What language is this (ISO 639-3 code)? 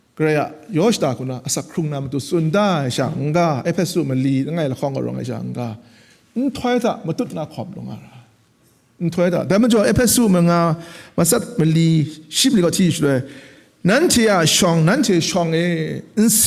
kac